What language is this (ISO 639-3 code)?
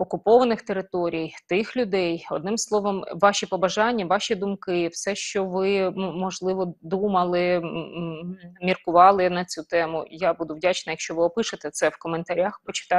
ukr